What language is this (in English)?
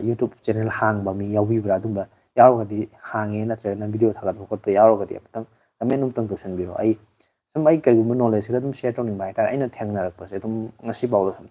Manipuri